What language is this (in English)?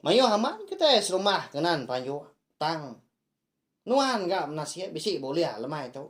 Iban